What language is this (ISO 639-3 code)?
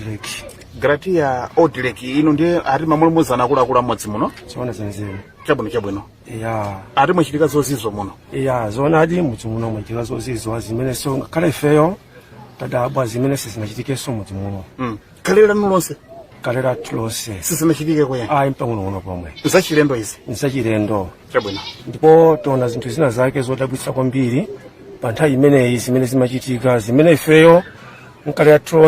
nya